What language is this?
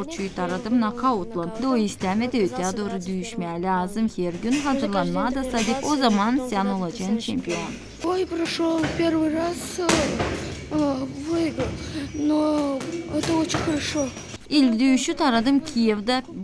Gagauz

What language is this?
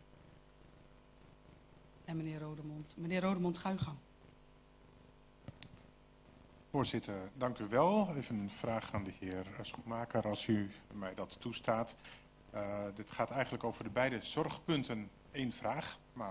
Dutch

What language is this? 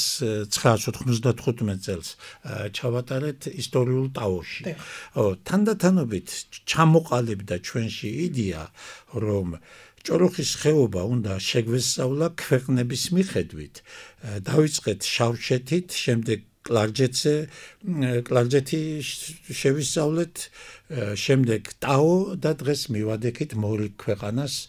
Georgian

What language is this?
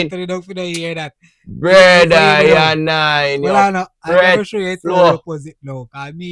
Jamaican Creole English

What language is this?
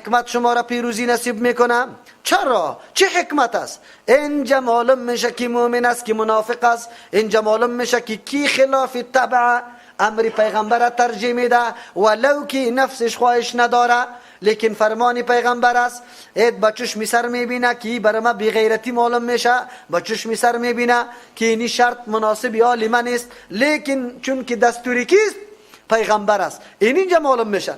Persian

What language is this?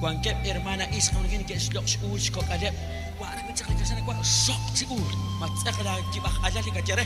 Kekchí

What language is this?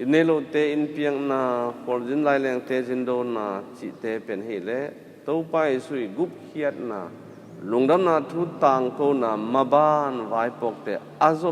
Tedim Chin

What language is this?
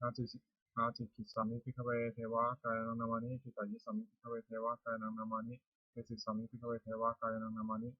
Pali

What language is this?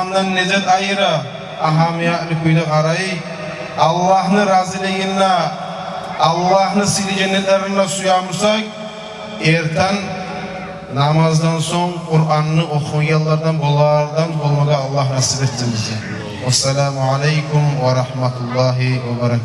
Kumyk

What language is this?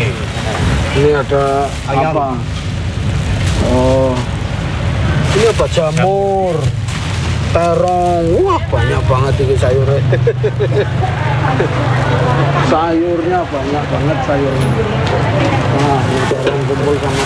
Indonesian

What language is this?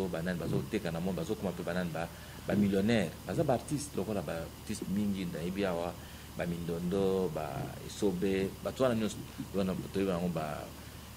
Lingala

